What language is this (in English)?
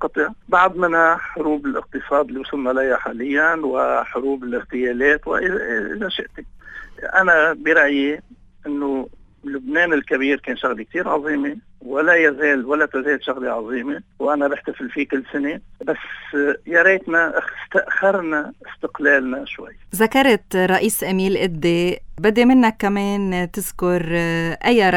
North Levantine Arabic